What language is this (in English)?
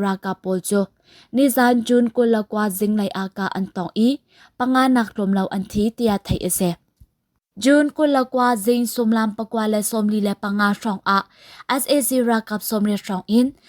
Hakha Chin